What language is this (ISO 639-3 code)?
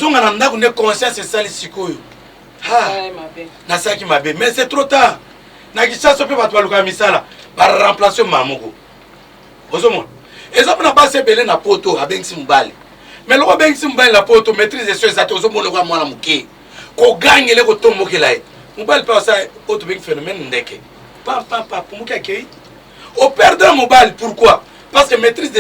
lin